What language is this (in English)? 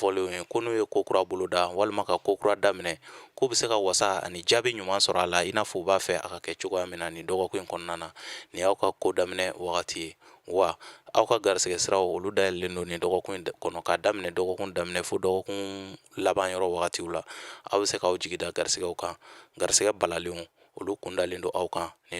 Bambara